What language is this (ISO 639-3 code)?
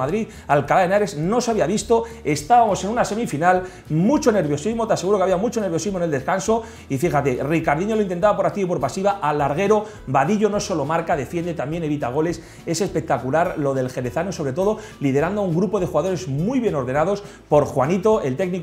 spa